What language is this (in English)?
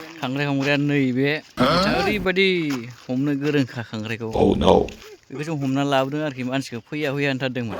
Bodo